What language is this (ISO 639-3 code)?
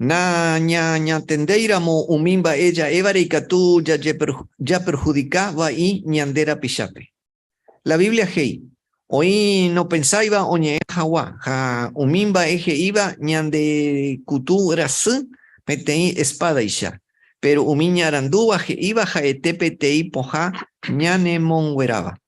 grn